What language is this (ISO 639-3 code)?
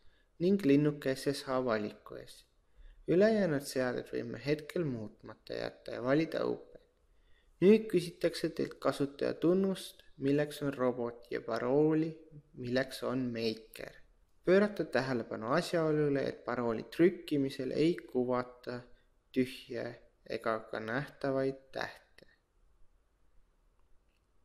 est